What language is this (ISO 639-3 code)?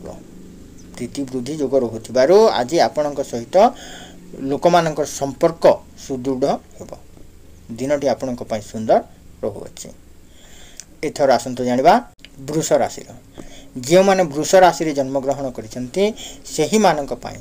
ori